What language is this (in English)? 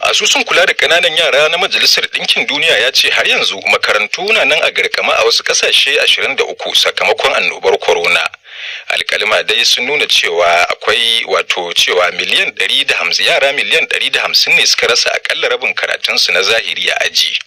Hausa